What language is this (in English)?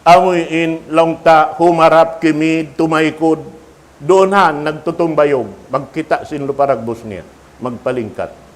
Tausug